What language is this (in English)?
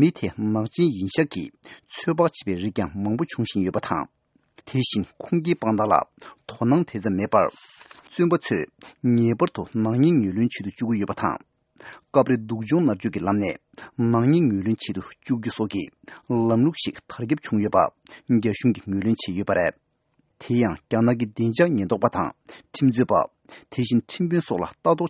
Tibetan